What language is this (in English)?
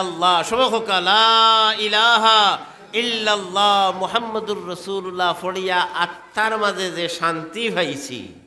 Sylheti